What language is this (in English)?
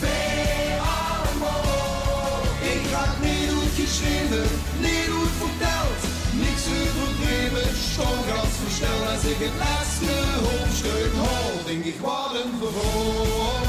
Limburgish